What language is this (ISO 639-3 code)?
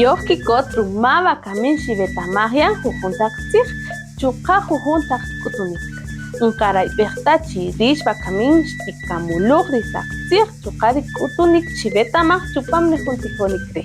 cak